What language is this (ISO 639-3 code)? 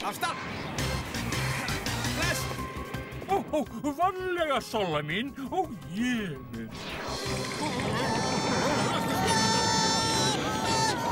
isl